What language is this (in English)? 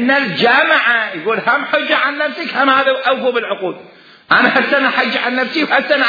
Mesopotamian Arabic